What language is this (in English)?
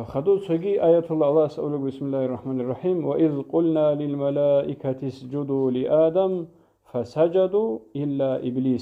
Avaric